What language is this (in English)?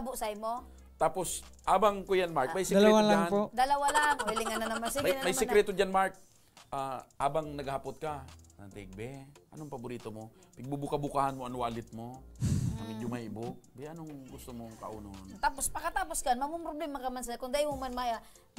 Bikol